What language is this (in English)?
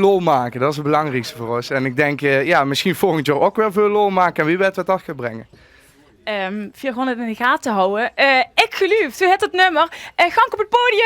Limburgish